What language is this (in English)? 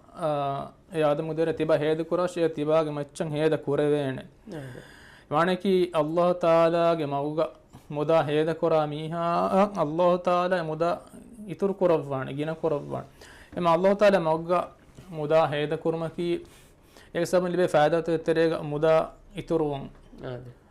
Divehi